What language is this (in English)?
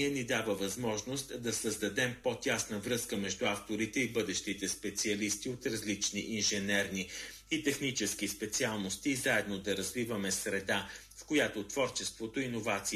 Bulgarian